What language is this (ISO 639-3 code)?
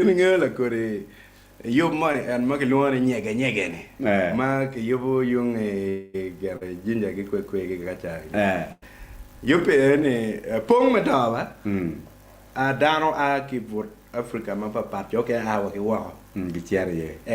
ach